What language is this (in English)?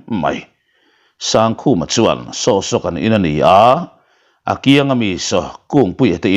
Mizo